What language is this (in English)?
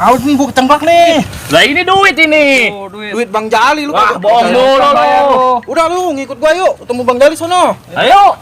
Betawi